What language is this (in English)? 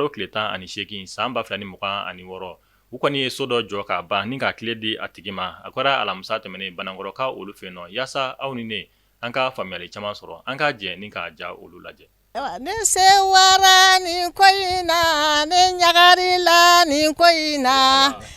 Bambara